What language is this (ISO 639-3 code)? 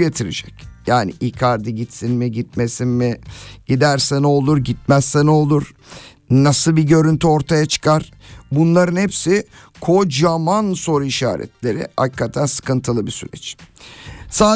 tur